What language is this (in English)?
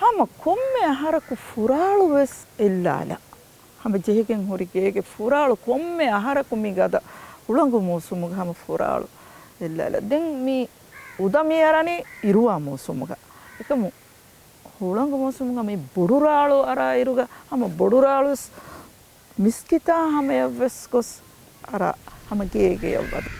Divehi